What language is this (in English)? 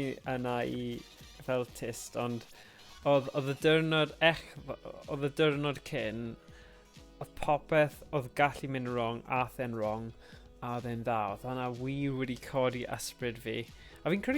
Welsh